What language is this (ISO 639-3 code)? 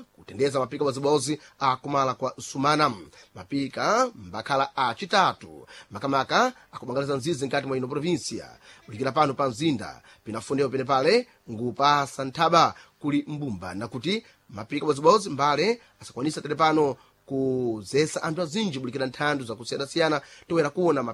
seh